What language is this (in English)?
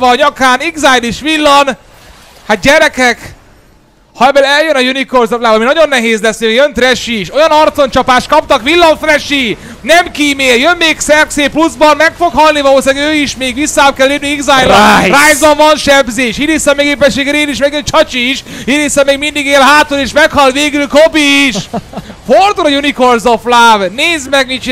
Hungarian